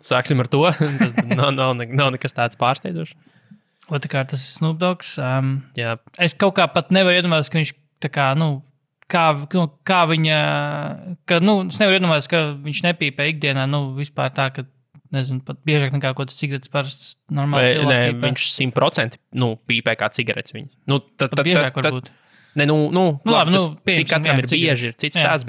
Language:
Latvian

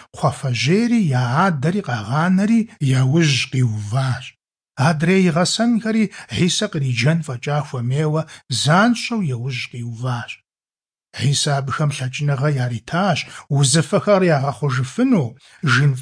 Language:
Kabardian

